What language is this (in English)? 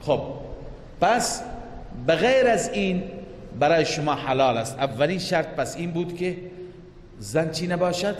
Persian